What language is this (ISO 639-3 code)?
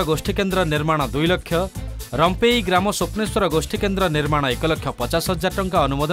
ori